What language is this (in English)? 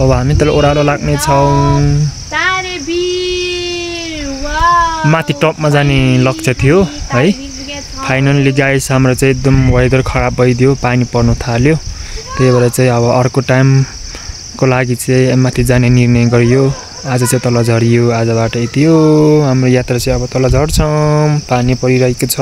Nepali